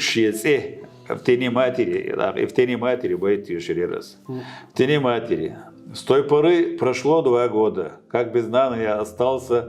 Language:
Chechen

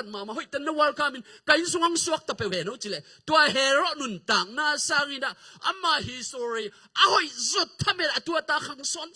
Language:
Tedim Chin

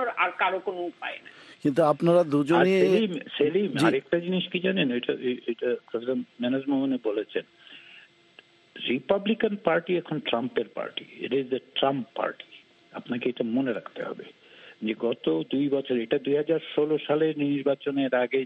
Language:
Bangla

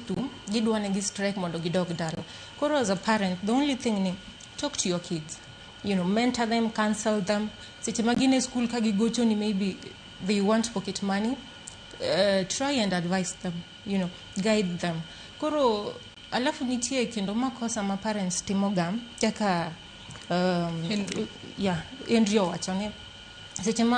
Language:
Luo (Kenya and Tanzania)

